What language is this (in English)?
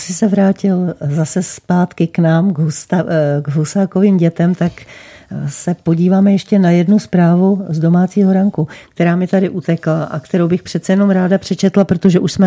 Czech